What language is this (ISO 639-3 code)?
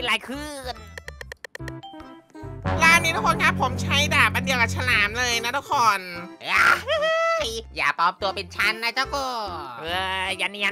tha